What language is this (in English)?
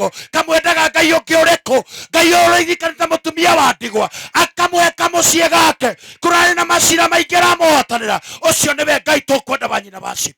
Kikuyu